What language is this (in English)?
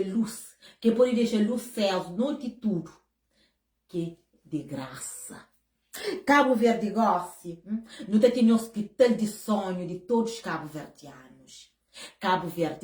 Kabuverdianu